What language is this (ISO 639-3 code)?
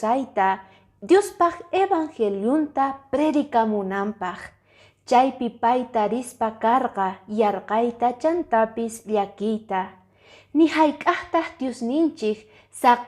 que